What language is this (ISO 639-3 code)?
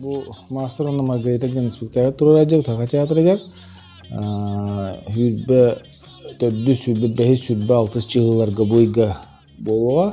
sah